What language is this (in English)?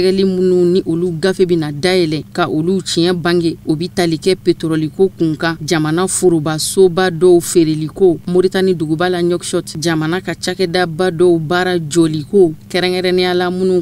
Bambara